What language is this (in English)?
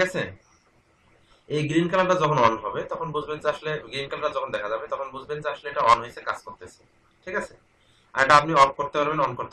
Bangla